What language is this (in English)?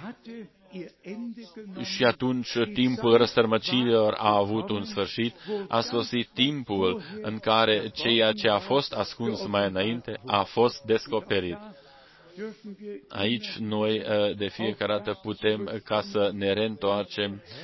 Romanian